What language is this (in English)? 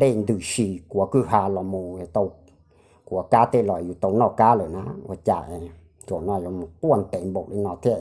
Hmong